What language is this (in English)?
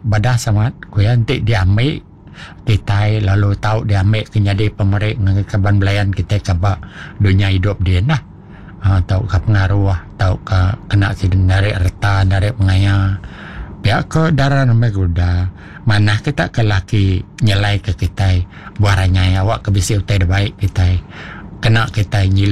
Iban